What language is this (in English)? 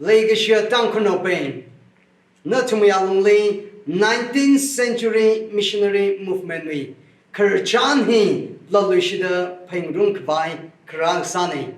Tangkhul Naga (India)